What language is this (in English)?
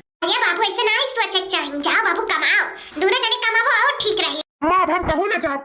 Awadhi